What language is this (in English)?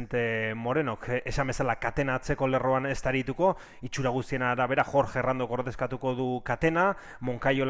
Basque